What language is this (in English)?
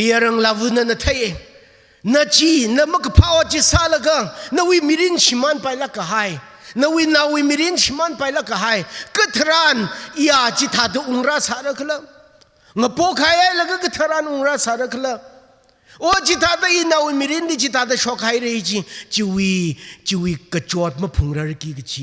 Tangkhul Naga (India)